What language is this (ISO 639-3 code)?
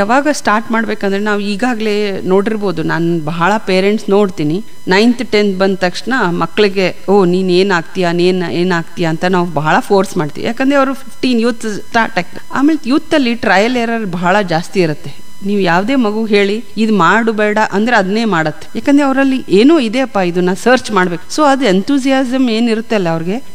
kan